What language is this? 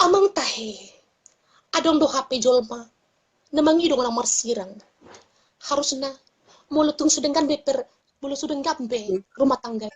Batak Toba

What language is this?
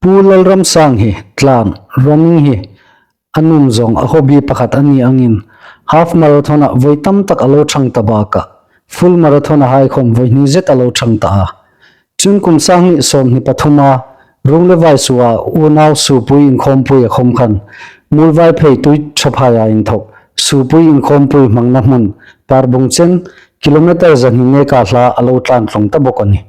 Hmar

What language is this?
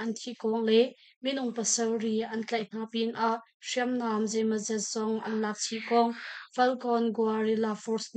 Hakha Chin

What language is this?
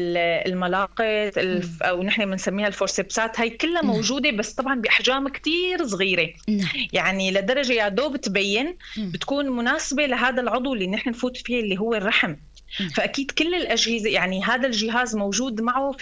North Levantine Arabic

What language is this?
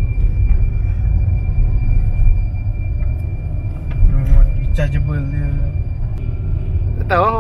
Malay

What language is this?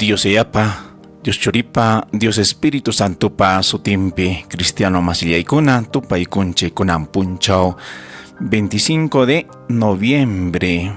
Ayacucho Quechua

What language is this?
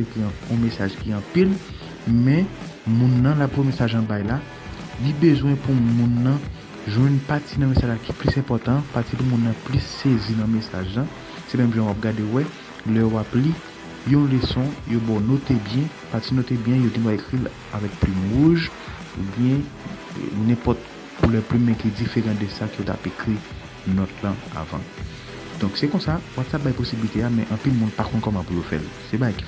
Haitian Creole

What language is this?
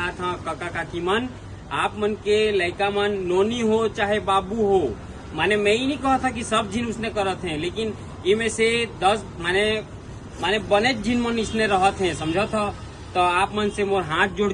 Chhattisgarhi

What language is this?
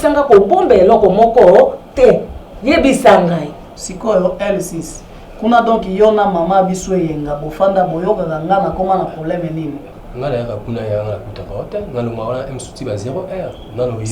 Lingala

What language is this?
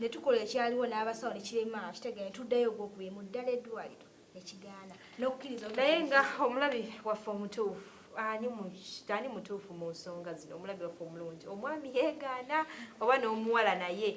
Ganda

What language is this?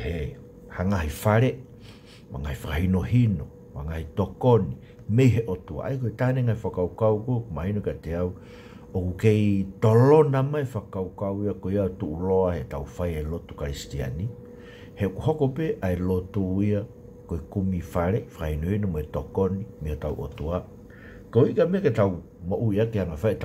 Tongan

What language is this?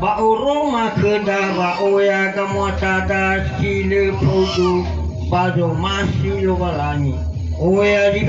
Nias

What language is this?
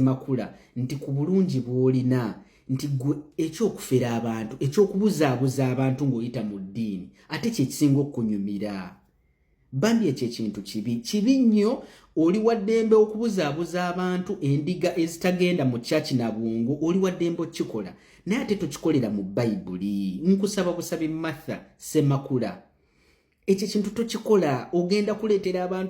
Ganda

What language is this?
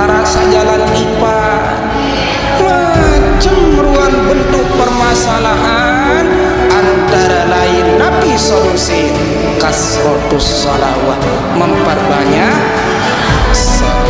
Sasak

